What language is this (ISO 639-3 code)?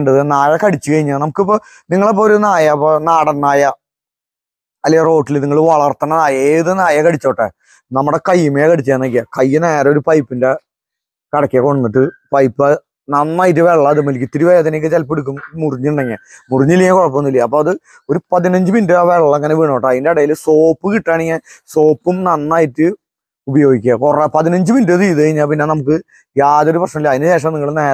mal